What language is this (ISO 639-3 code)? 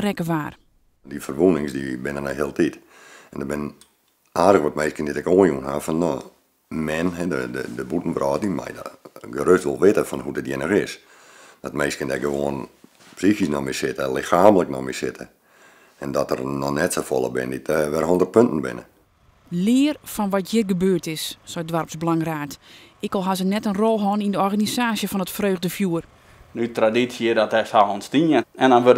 fry